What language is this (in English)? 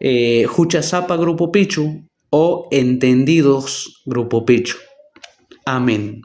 South Bolivian Quechua